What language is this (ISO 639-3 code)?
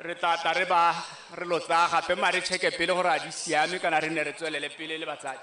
tsn